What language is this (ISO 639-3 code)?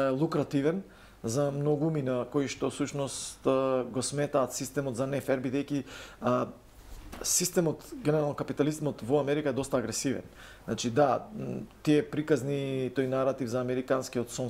mkd